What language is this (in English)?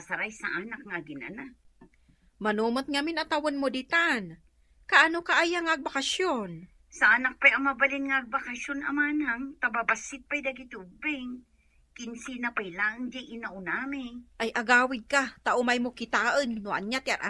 Iloko